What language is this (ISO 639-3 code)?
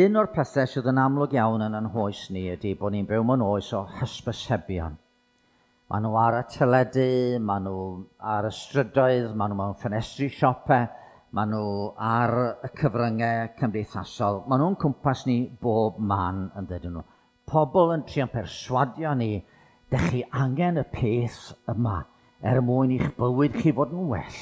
cym